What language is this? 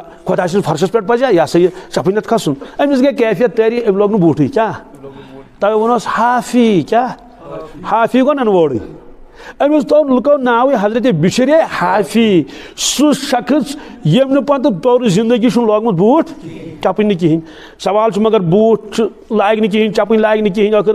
Kashmiri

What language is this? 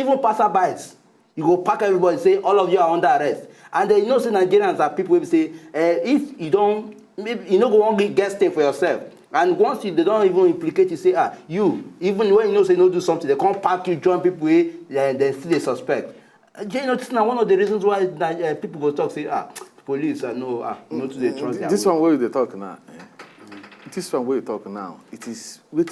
Nigerian Pidgin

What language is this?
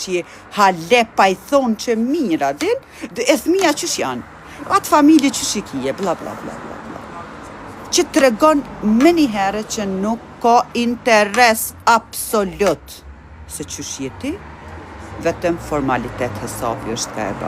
Albanian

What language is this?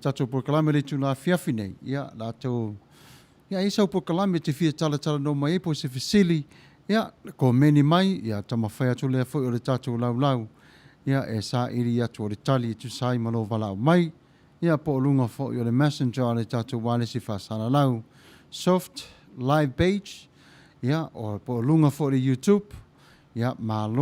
Samoan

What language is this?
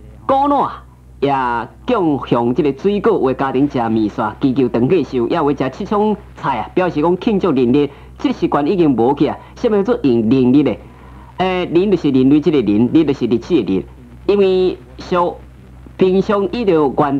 Min Nan Chinese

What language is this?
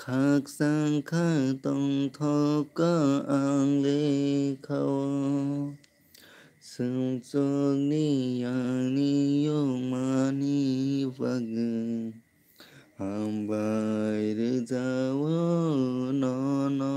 Kok Borok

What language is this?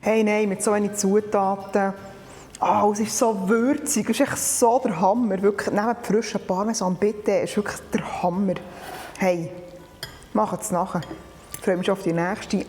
Swiss German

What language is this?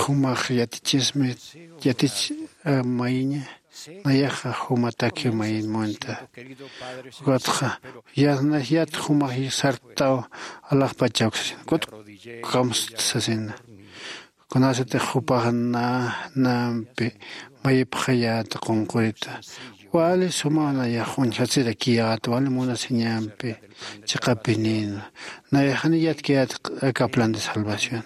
Aymara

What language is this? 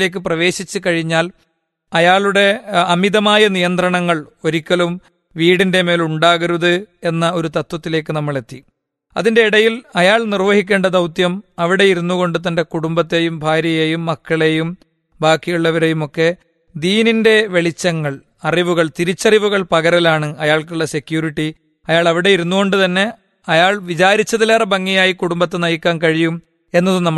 Malayalam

